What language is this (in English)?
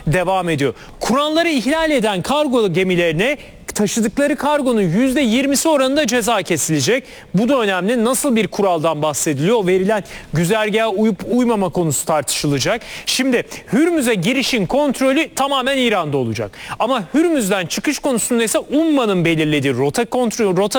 Turkish